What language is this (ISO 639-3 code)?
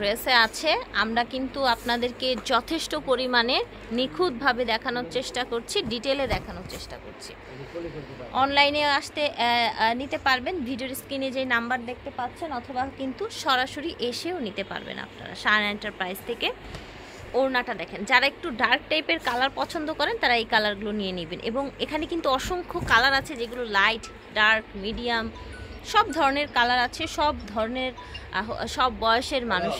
ben